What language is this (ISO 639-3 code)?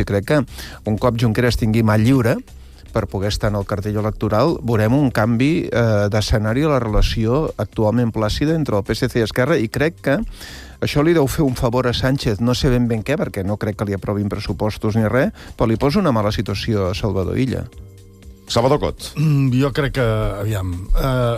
cat